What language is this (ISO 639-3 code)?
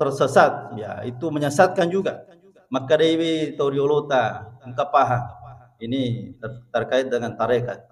bug